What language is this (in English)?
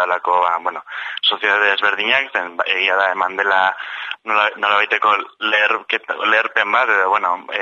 Basque